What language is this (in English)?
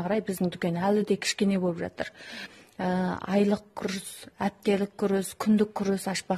Kazakh